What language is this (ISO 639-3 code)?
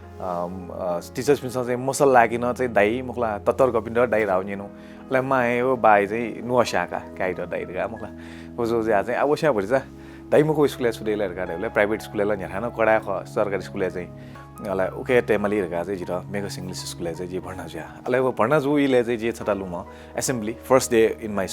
new